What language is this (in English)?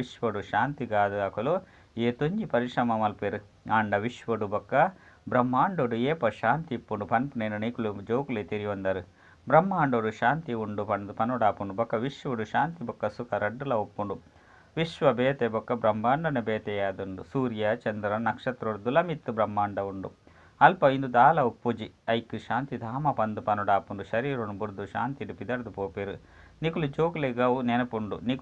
Tulu